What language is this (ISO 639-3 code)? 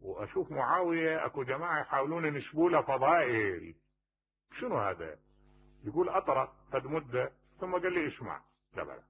acm